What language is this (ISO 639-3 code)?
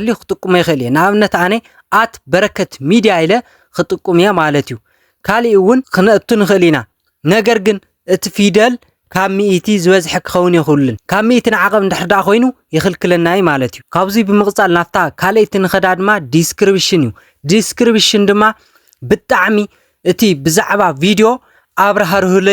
tir